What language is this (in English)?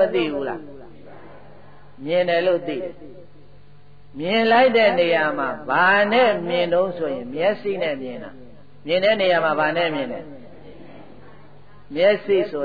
Burmese